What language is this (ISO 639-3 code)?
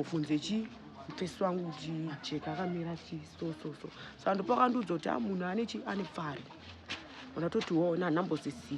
sna